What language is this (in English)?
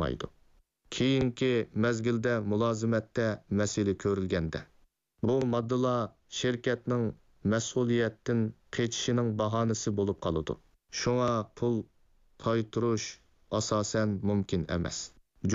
Uyghur